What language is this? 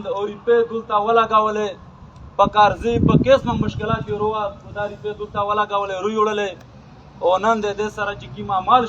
Pashto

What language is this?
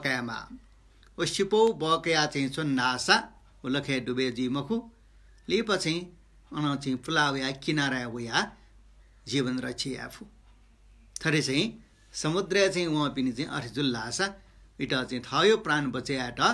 Newari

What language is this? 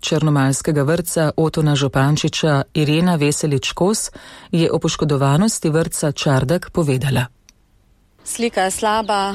Slovenian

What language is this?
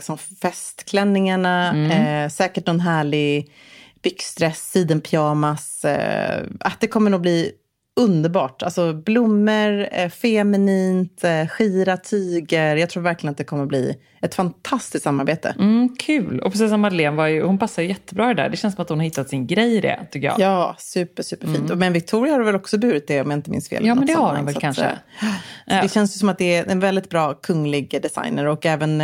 Swedish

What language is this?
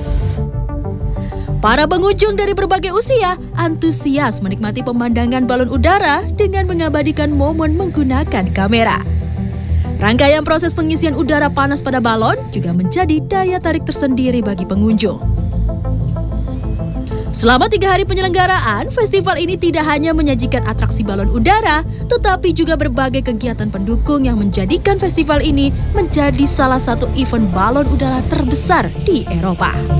Indonesian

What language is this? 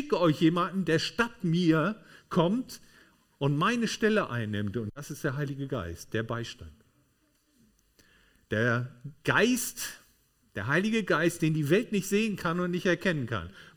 German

